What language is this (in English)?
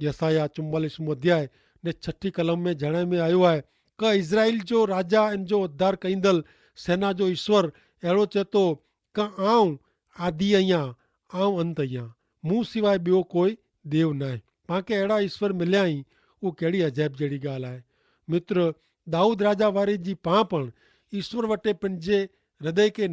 Kachhi